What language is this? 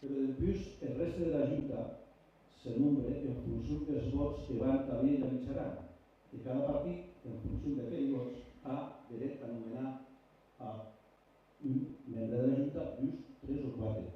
Occitan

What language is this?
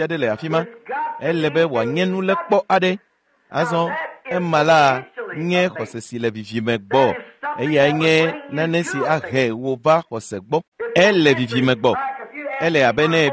Ewe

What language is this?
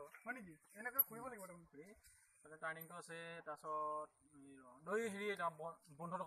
Assamese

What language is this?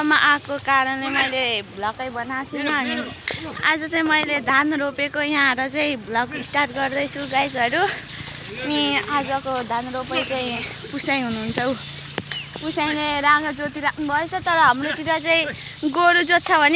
Nepali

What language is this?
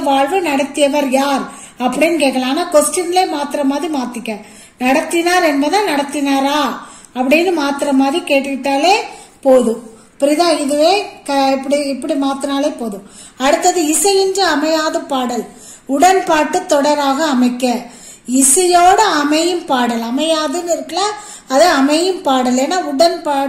Tamil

